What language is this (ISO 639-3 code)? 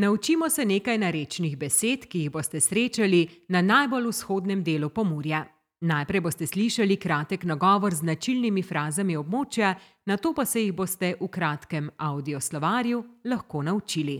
slv